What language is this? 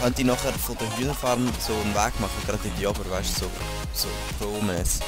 Swiss German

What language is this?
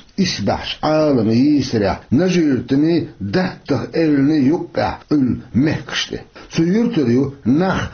Chechen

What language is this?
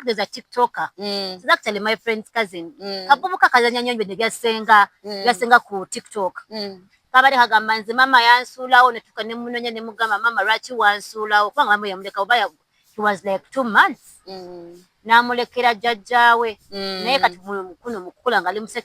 Ganda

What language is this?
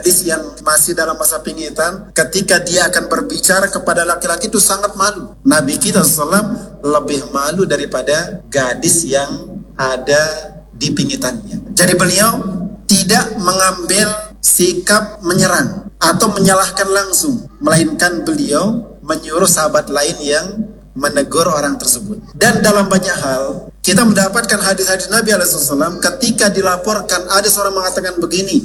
Indonesian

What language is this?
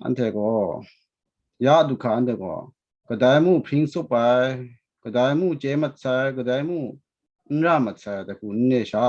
Kachin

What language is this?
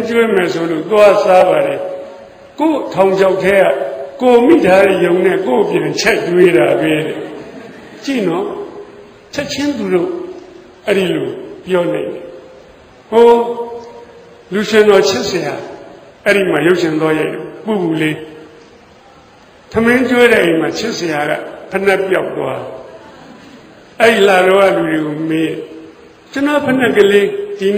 Burmese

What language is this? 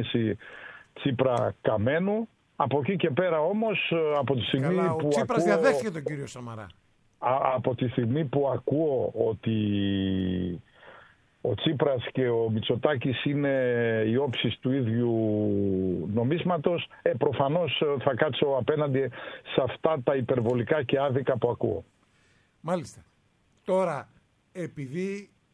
Greek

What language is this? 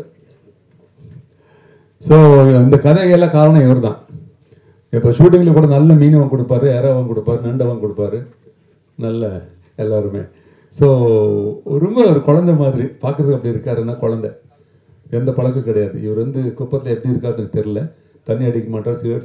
Tamil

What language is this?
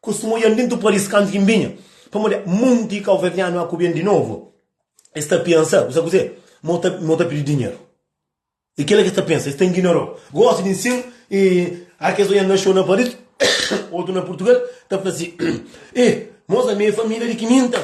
Kabuverdianu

